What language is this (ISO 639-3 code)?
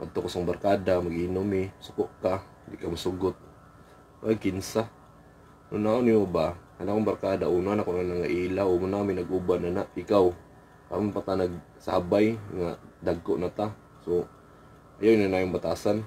ceb